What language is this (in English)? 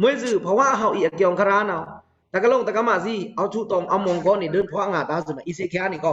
Pa'o Karen